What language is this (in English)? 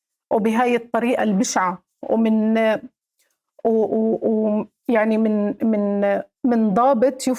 North Levantine Arabic